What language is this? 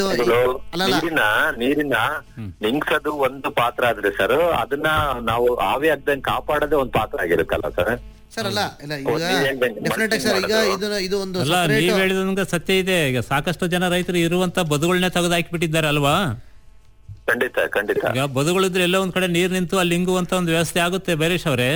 Kannada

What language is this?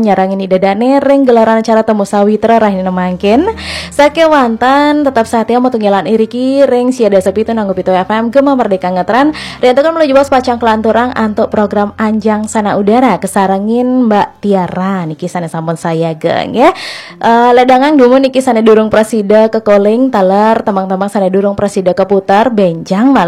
Balinese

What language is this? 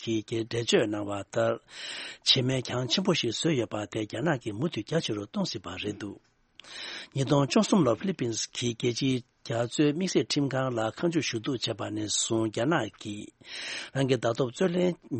Tibetan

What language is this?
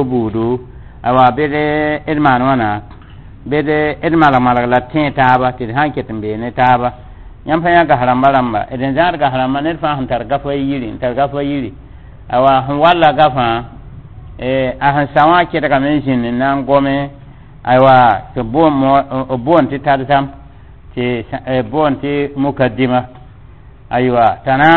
Mossi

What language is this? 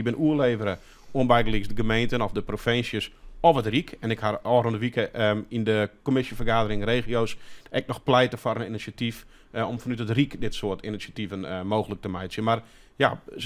Western Frisian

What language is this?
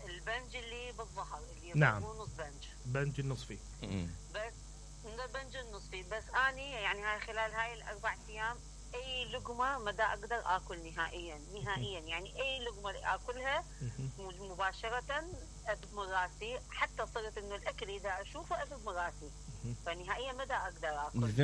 Mesopotamian Arabic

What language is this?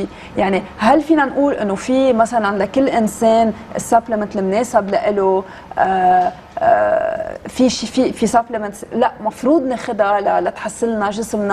North Levantine Arabic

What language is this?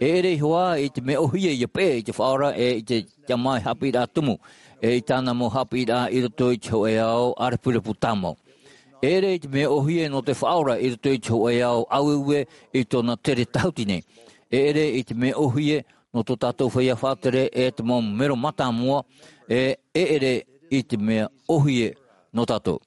Tahitian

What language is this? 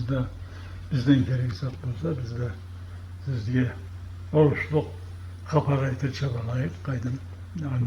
Karachay-Balkar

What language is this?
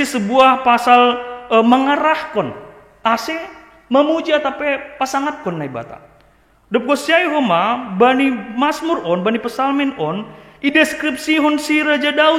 Batak Simalungun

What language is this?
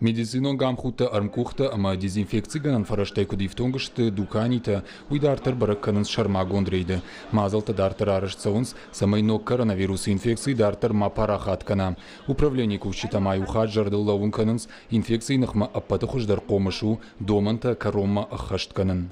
Ossetic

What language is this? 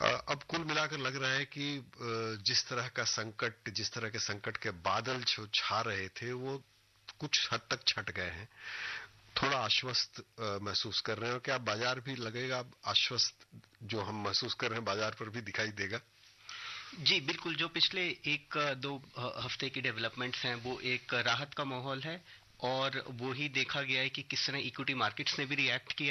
Hindi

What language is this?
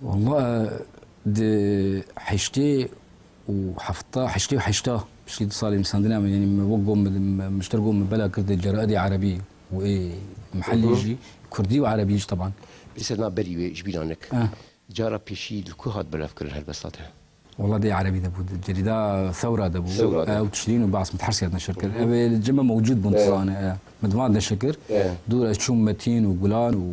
Kurdish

